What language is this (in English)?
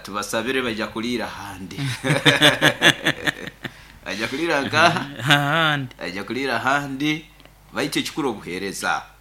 Nyoro